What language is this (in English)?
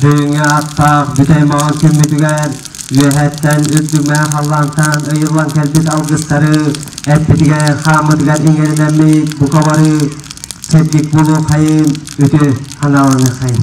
Yakut